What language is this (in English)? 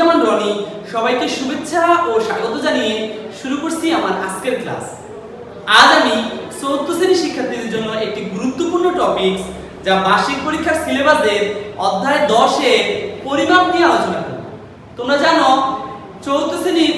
Bangla